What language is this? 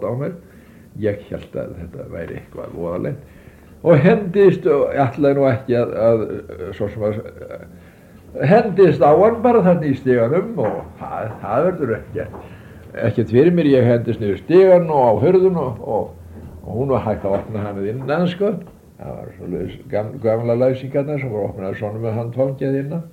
Icelandic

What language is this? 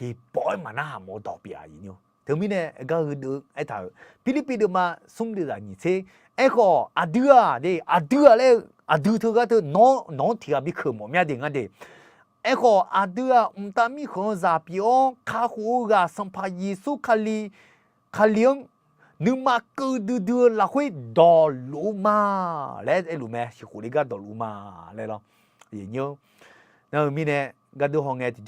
Akha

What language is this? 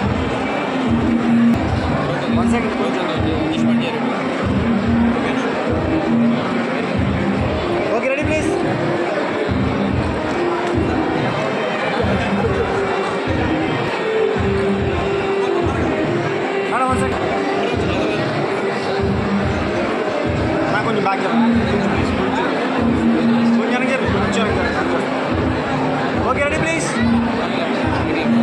Telugu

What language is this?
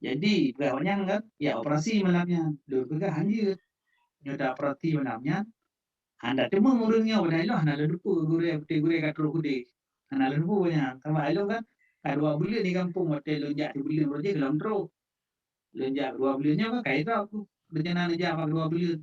Achinese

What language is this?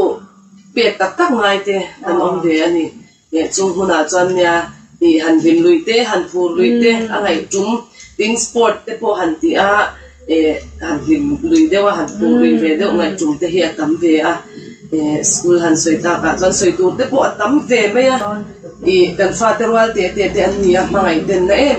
Mizo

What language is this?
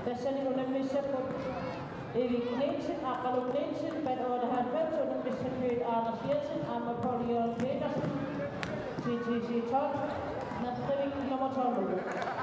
Kalaallisut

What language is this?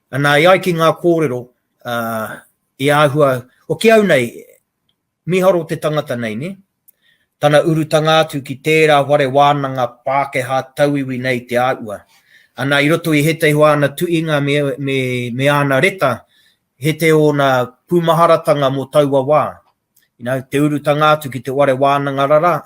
Māori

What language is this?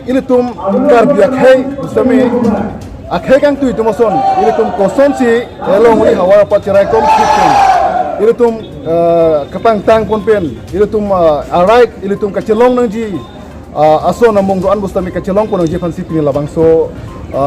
Karbi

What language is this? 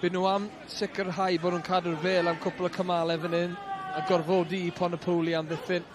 Welsh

